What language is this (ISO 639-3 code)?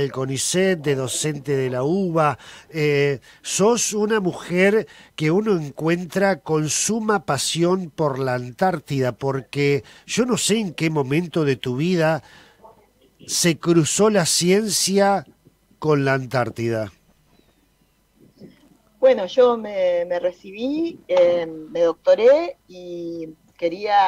spa